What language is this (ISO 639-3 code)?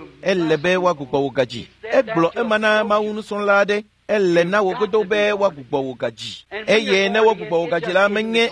ewe